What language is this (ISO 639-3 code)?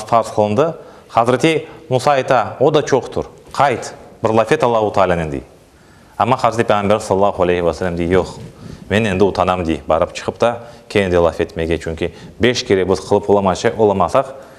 crh